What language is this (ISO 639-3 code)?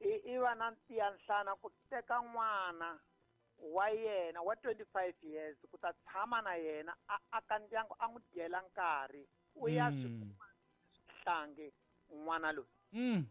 tso